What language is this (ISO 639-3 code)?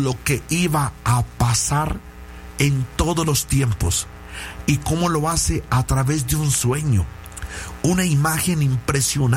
spa